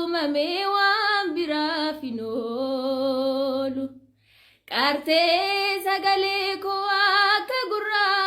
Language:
Oromo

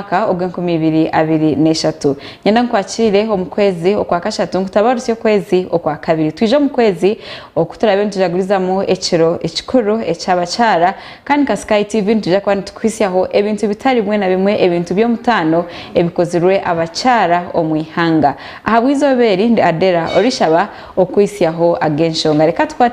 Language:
Nyankole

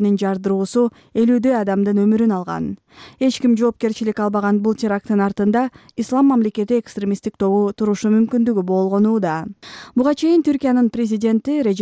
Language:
Kyrgyz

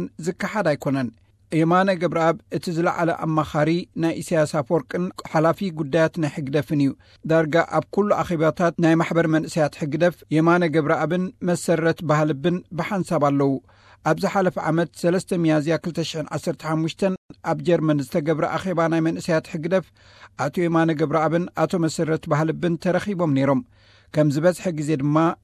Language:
Tigrinya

